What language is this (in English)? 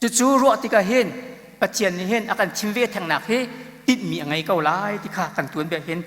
Hakha Chin